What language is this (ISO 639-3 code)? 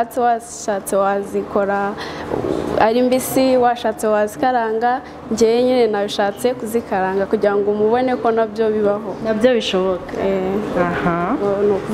kin